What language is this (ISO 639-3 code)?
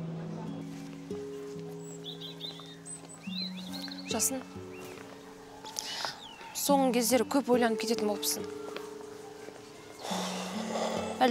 kaz